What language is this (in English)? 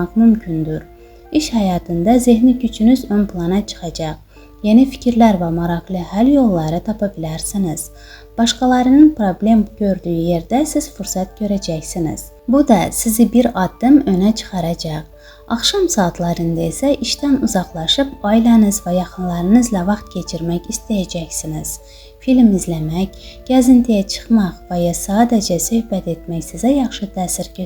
Azerbaijani